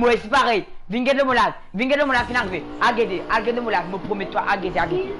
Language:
Morisyen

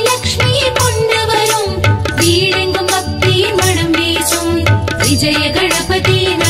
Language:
Tamil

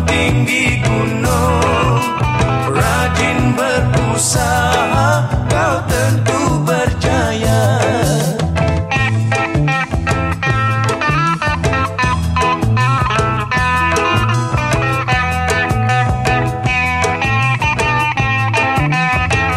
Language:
Malay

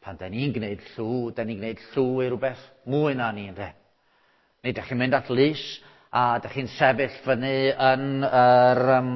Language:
Welsh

